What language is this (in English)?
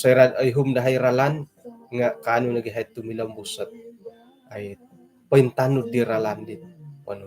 Central Dusun